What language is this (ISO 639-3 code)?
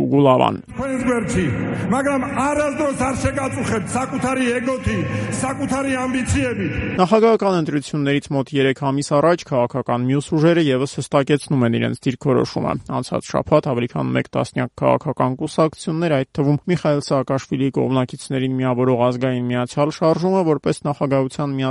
hye